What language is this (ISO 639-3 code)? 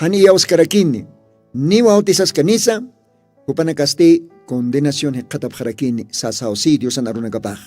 aym